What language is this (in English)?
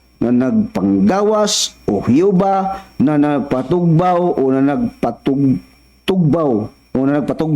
Cebuano